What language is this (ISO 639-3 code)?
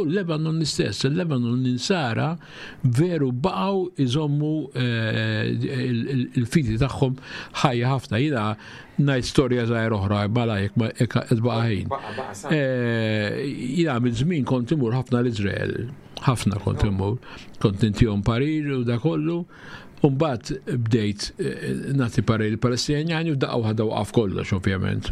mlt